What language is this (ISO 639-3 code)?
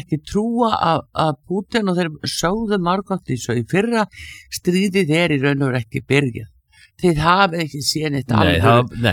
isl